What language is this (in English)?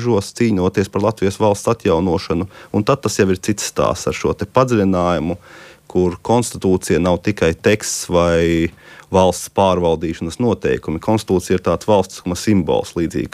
Latvian